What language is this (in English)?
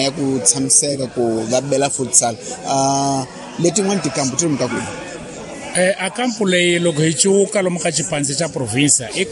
Tsonga